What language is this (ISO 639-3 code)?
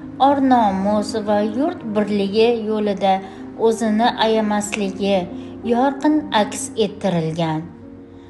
uzb